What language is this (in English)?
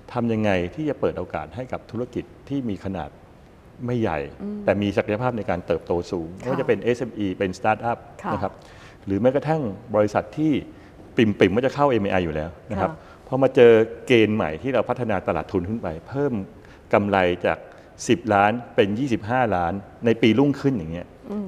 Thai